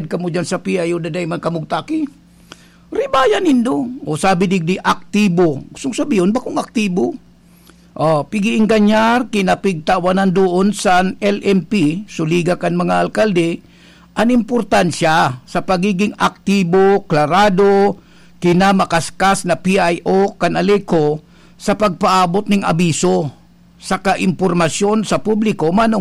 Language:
Bikol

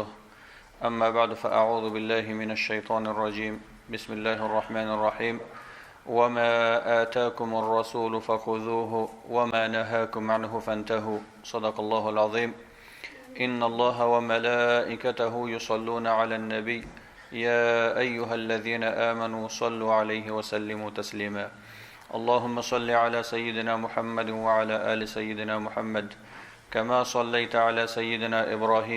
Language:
Pashto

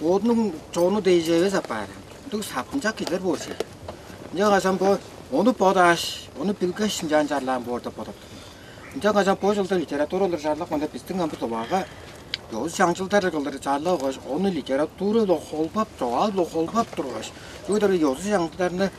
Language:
Tuvinian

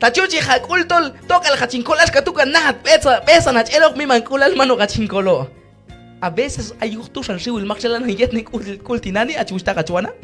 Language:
Q'anjob'al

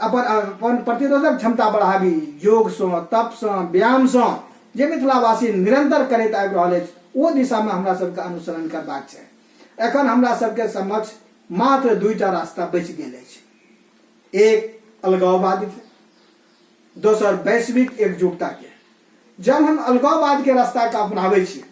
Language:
Maithili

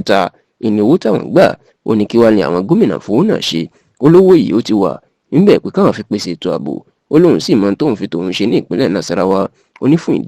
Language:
Yoruba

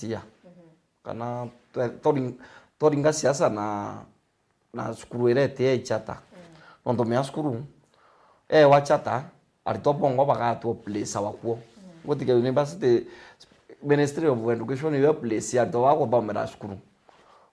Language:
Meru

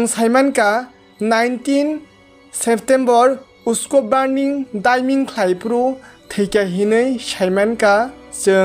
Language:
Kok Borok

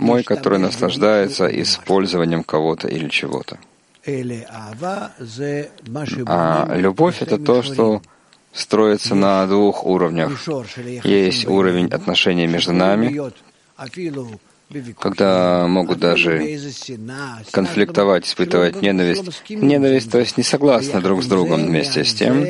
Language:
Russian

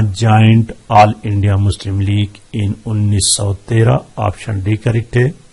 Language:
Urdu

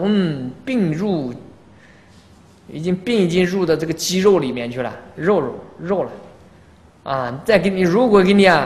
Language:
Chinese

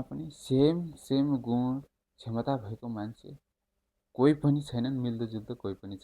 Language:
Nepali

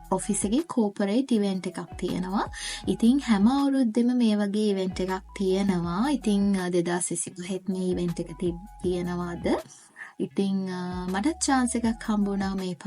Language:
Sinhala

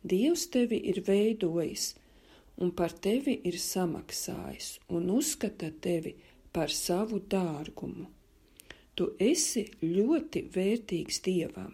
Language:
Latvian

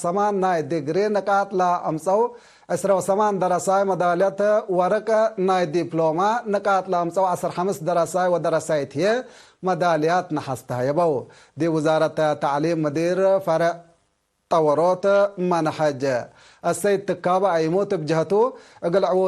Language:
Tigre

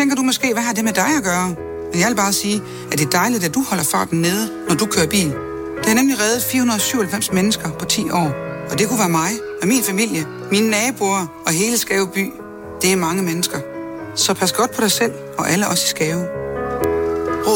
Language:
Danish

